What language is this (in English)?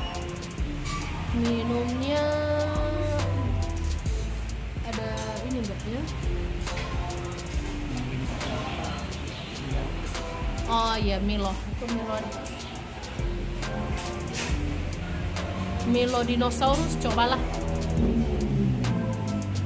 Indonesian